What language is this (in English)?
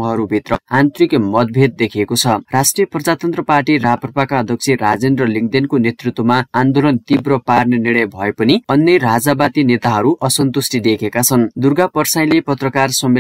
Nepali